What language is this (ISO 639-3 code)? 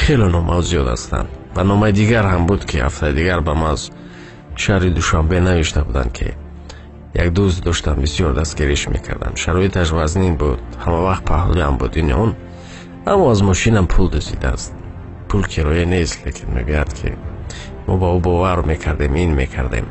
tgk